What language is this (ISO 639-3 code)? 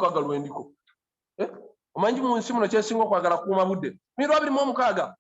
lug